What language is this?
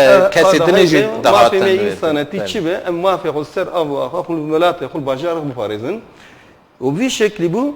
Kurdish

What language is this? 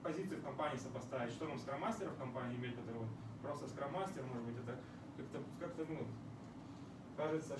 Russian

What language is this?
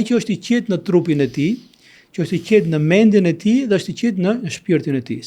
Albanian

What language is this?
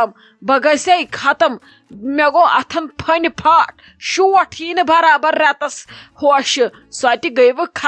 Kashmiri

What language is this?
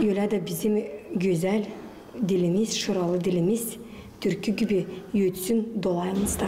Gagauz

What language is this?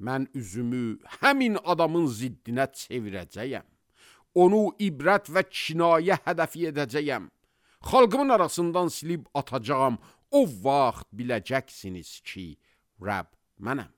Azerbaijani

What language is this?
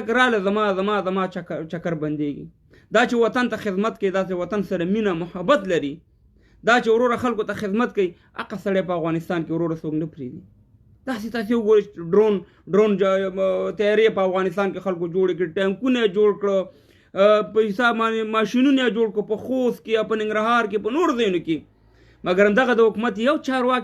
Pashto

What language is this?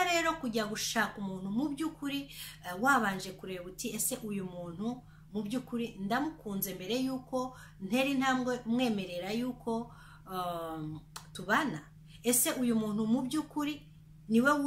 Kinyarwanda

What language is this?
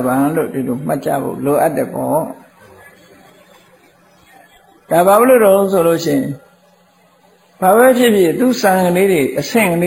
Burmese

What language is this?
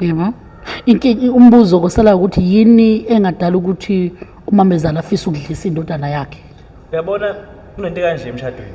Zulu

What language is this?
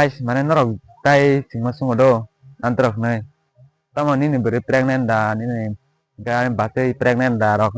Kok Borok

